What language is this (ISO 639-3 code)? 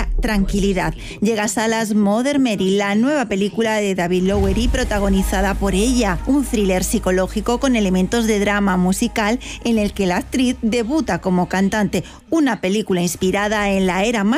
spa